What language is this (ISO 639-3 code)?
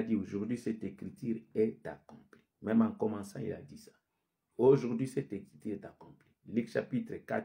fra